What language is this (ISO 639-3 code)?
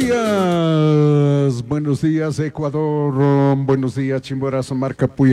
qug